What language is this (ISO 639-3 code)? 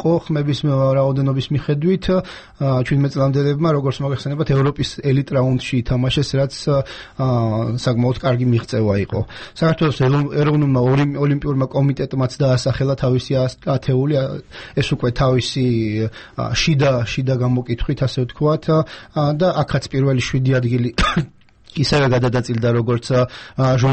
kat